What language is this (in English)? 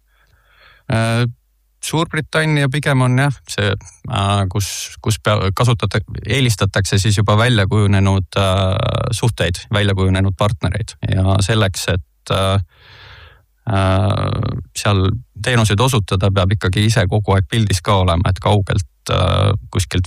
Estonian